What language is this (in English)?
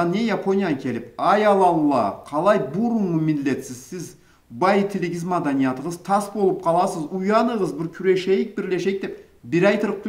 Karachay-Balkar